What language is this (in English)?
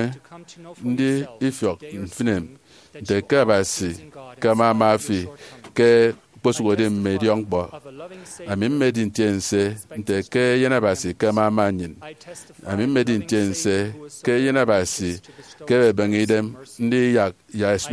Efik